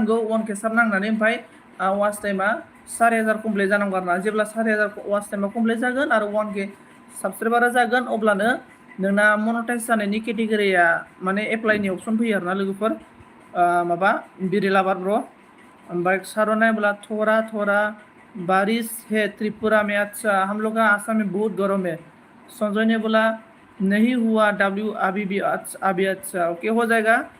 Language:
Bodo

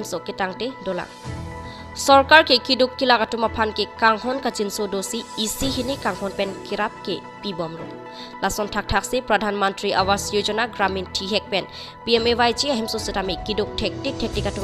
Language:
Karbi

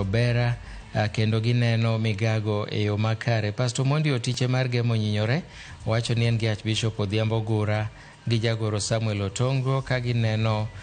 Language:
Luo (Kenya and Tanzania)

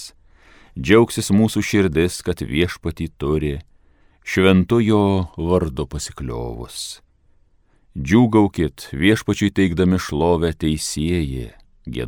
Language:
Lithuanian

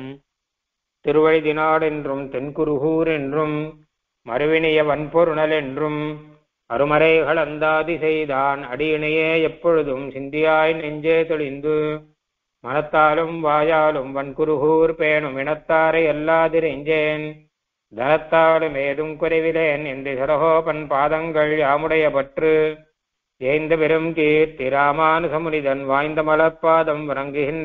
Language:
Tamil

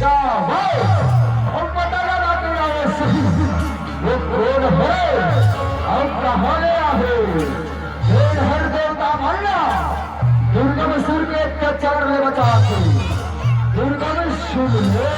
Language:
Chhattisgarhi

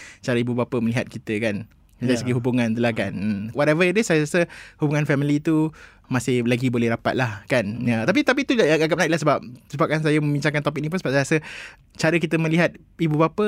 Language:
Malay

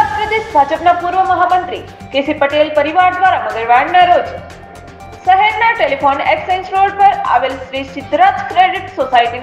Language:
Gujarati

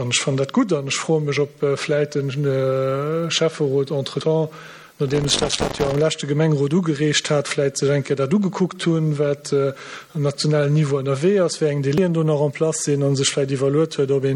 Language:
Luxembourgish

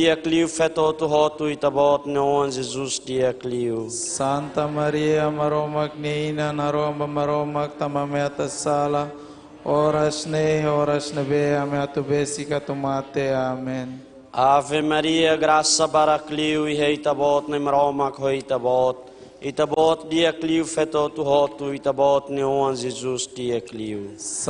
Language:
Tetum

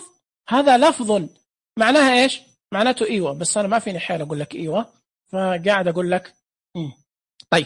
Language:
Najdi Arabic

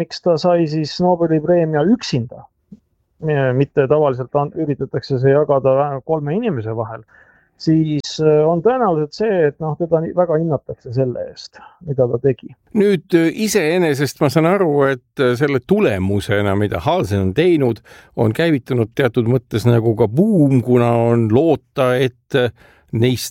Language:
Estonian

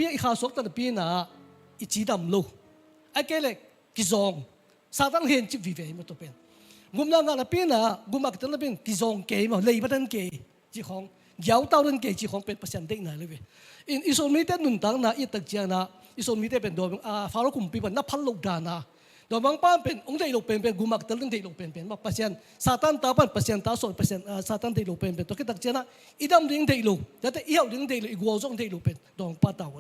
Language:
Tedim Chin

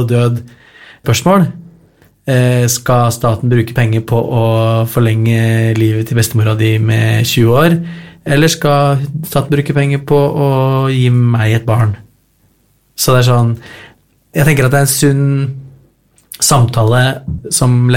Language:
Norwegian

